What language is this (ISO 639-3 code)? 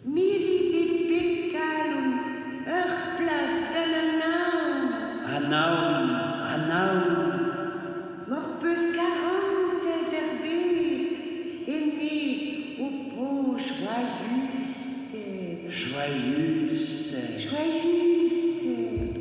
bre